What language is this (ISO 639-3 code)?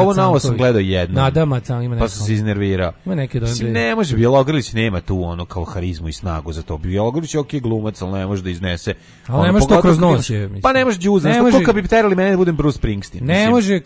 srp